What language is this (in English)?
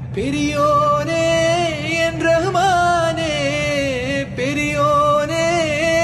Malayalam